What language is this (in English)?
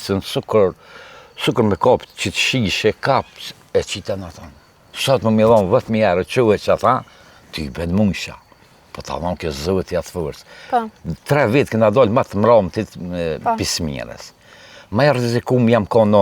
Albanian